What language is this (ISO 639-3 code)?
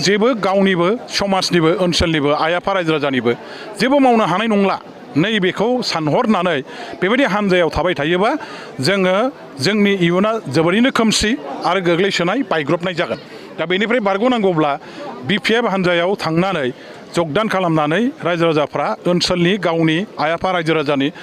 brx